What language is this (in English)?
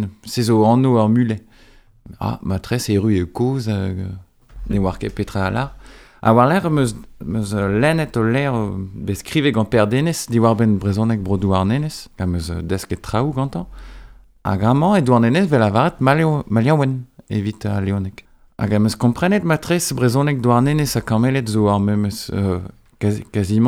Breton